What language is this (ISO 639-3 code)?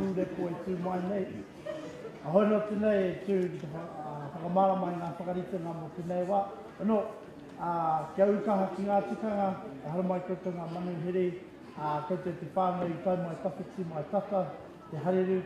mri